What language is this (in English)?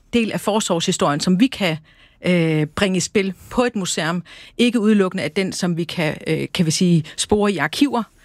Danish